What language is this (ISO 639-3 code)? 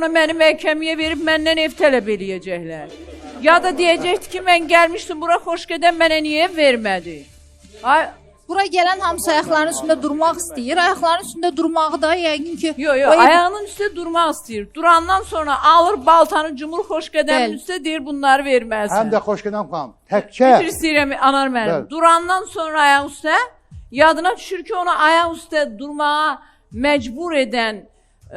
aze